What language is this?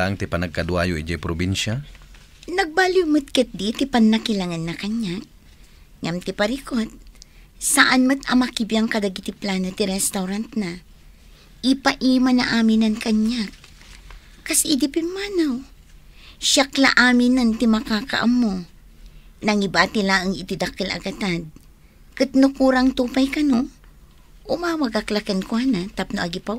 Iloko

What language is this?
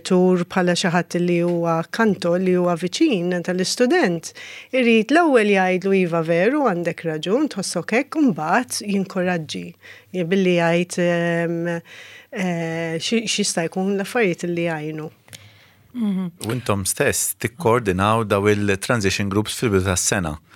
Maltese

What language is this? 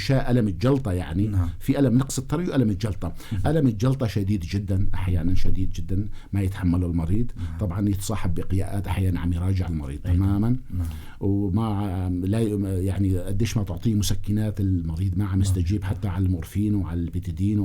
North Levantine Arabic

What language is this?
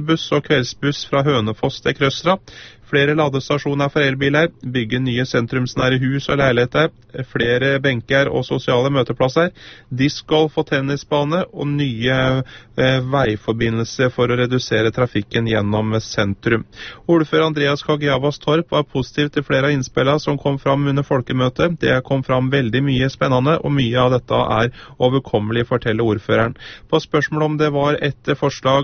Norwegian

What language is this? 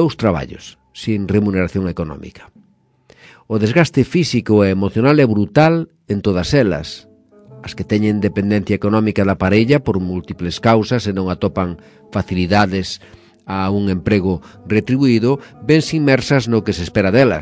Galician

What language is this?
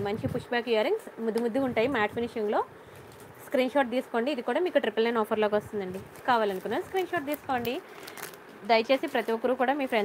Telugu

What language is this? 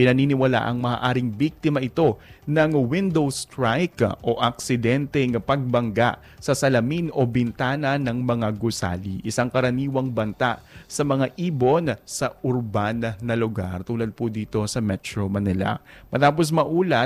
Filipino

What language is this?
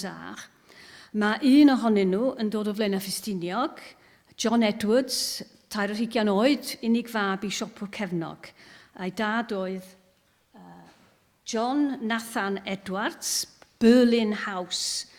Welsh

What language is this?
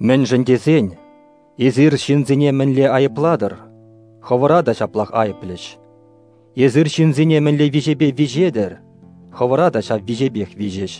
Chuvash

